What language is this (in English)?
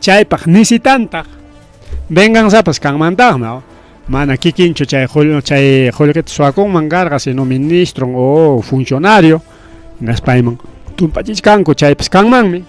Ayacucho Quechua